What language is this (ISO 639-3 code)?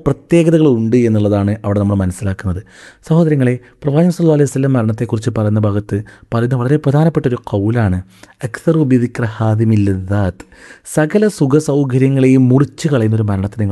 mal